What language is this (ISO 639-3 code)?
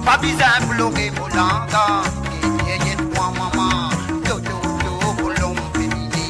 mfe